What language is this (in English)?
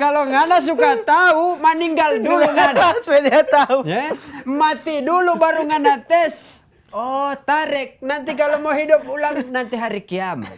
Manado Malay